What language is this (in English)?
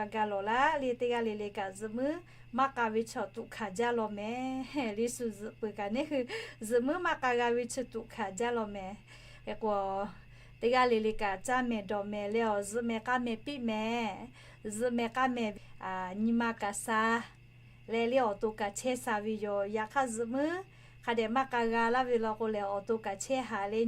Lahu